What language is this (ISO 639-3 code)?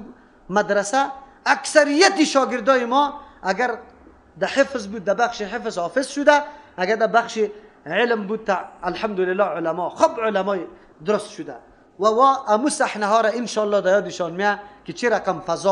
fas